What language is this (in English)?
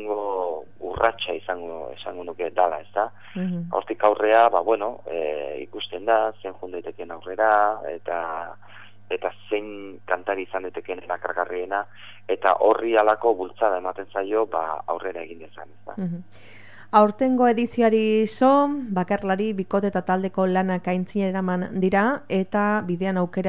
Basque